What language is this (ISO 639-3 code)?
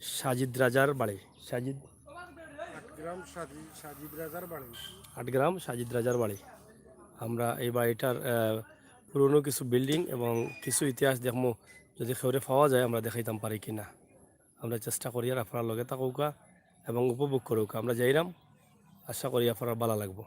syl